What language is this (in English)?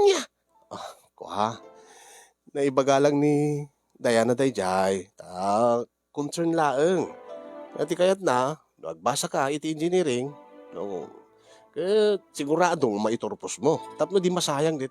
Iloko